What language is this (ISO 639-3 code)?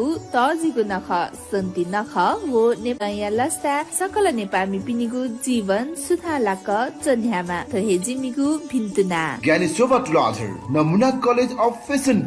new